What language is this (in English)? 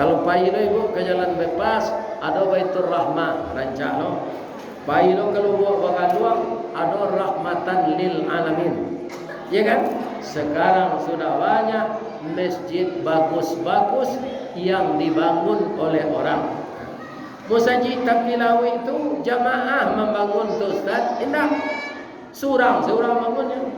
Minangkabau